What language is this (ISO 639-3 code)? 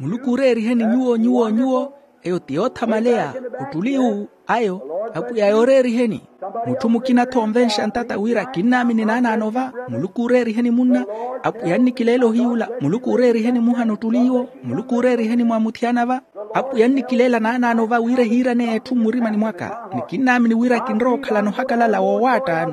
vmw